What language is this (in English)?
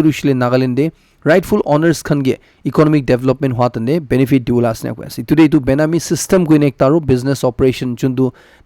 Naga Pidgin